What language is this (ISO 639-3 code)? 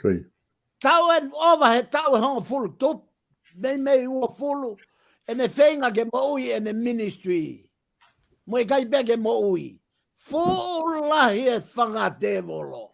ton